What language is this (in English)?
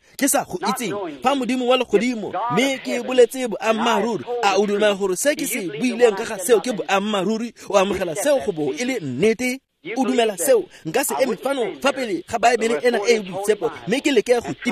Tswana